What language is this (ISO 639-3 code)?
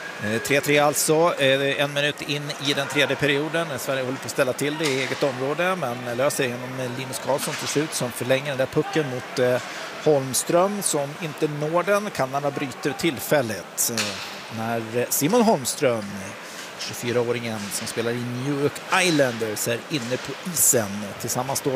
swe